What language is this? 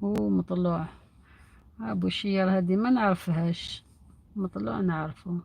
Algerian Arabic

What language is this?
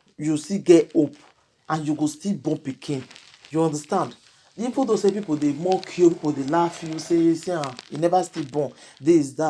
Nigerian Pidgin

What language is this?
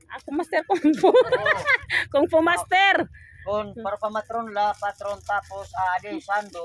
Waray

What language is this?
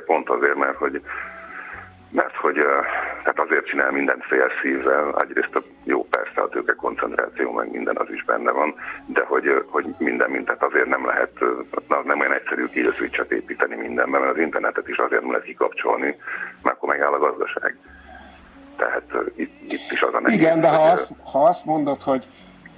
Hungarian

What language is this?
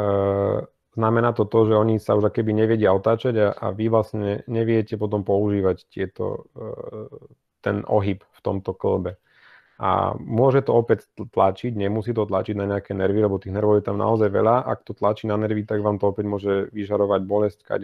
Slovak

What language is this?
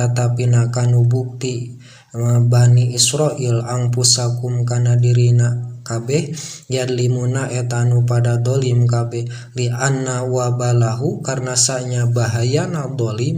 Sundanese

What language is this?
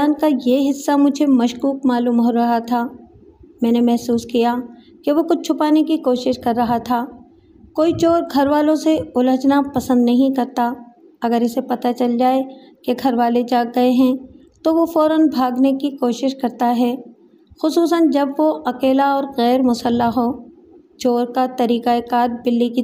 Urdu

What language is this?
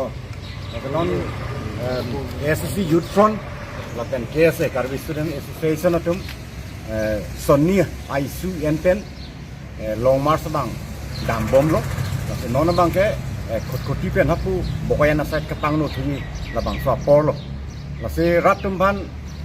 Karbi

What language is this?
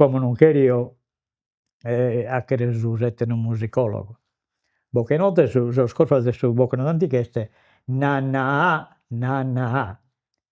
Sardinian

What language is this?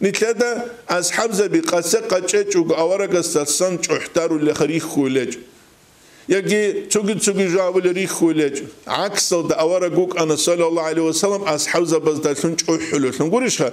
Avaric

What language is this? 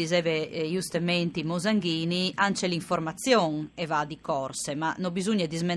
Friulian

